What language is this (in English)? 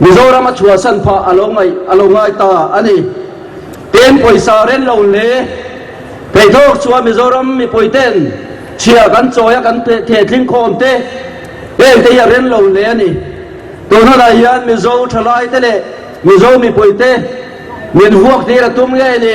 Mizo